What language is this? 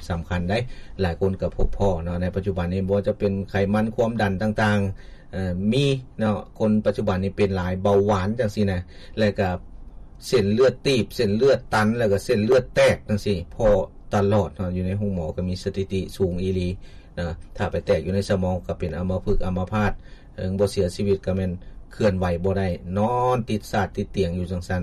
Lao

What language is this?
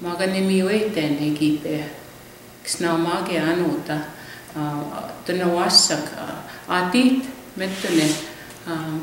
Plains Cree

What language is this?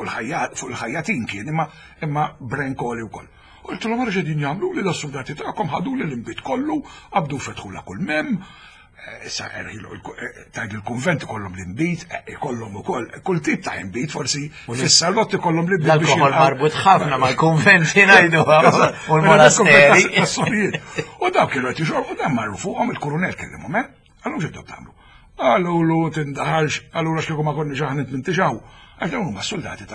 Maltese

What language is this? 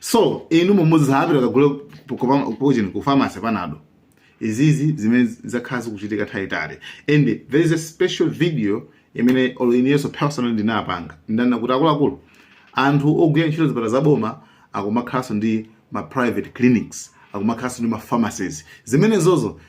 Nyanja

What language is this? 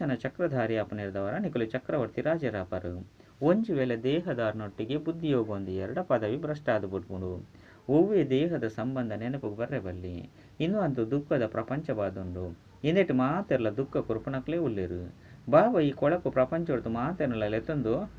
Tulu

